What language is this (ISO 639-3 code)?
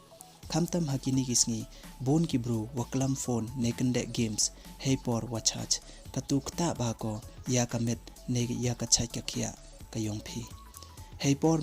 pbv